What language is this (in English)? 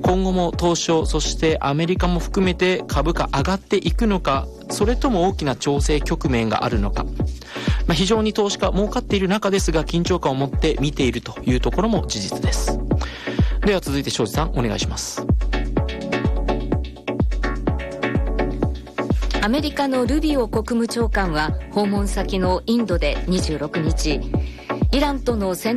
Japanese